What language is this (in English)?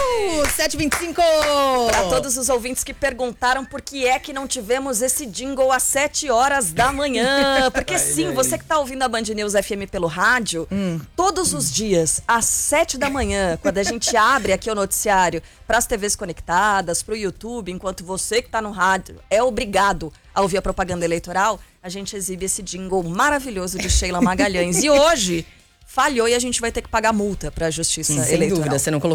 Portuguese